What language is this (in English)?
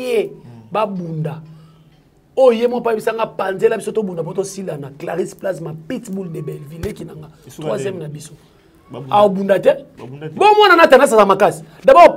Lingala